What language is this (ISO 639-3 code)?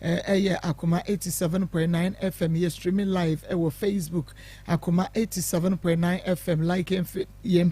aka